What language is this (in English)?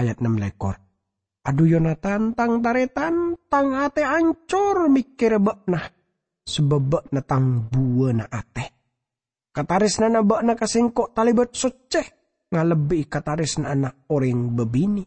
Madurese